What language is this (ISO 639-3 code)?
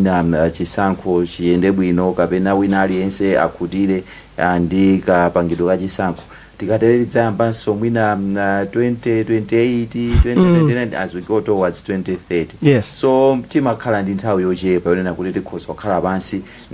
nya